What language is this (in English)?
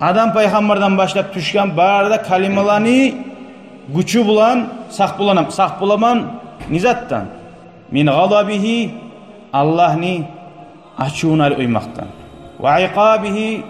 Kumyk